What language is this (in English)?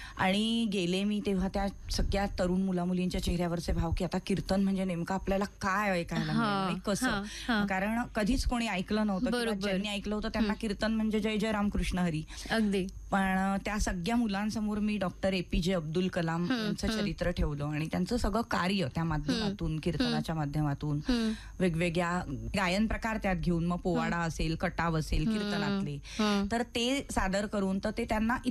Marathi